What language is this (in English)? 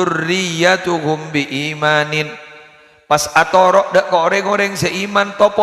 Madurese